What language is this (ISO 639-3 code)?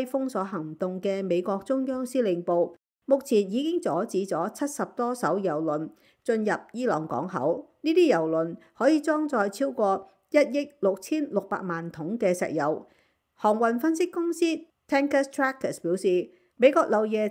yue